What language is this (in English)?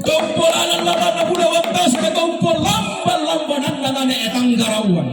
Toraja-Sa'dan